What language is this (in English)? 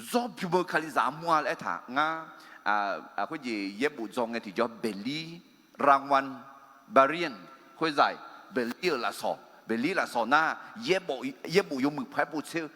Akha